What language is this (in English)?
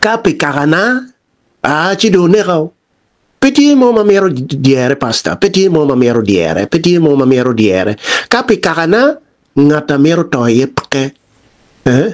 Acoli